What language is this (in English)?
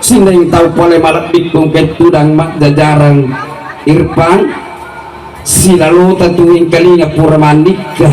Buginese